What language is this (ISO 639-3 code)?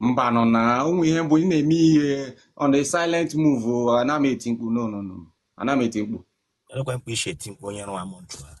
ibo